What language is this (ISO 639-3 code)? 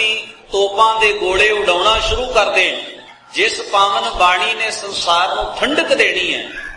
pan